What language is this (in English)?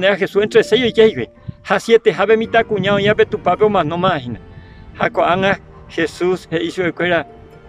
Guarani